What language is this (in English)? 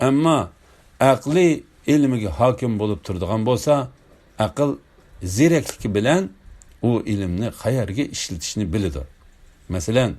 Uyghur